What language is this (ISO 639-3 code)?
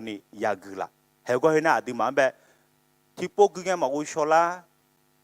ahk